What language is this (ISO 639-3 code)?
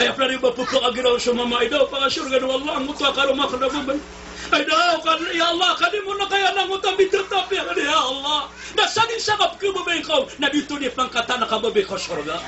mrw